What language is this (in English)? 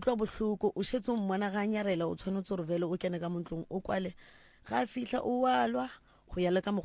Northern Sotho